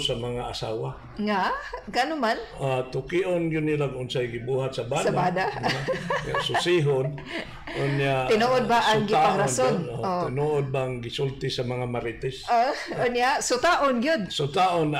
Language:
Cebuano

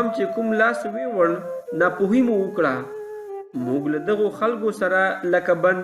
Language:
Pashto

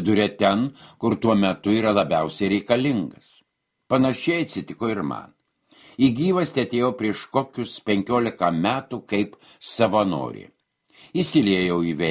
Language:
Lithuanian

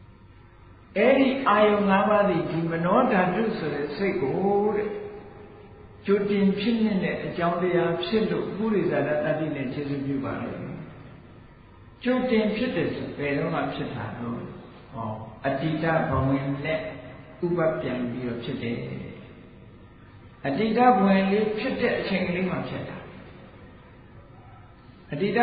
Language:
Burmese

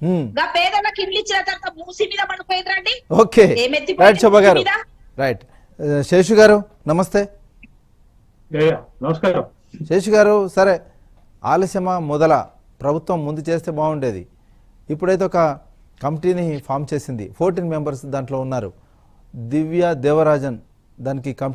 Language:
Telugu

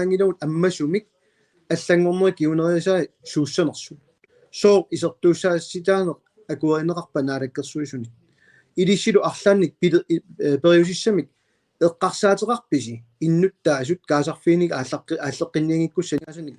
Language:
Kalaallisut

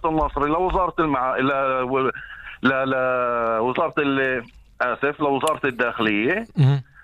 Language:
North Levantine Arabic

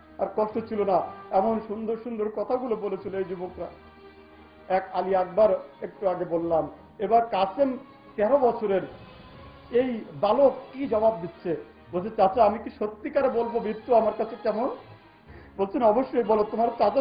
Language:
Bangla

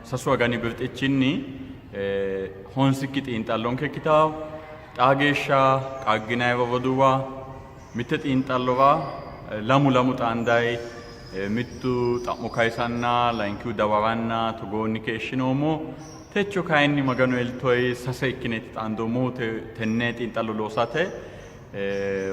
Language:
Sidamo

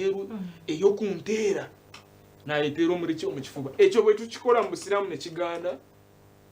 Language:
Nyankole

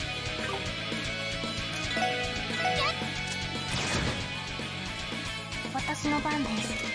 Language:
Japanese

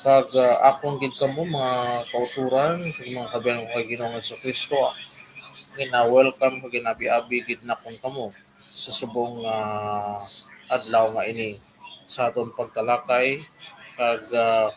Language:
Hiligaynon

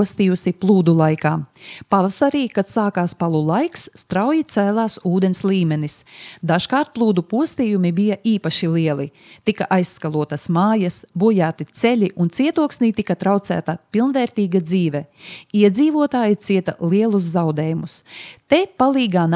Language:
Latvian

